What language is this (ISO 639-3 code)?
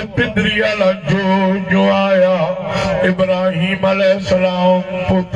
skr